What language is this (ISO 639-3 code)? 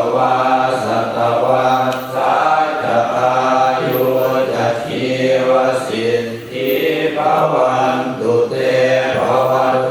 pli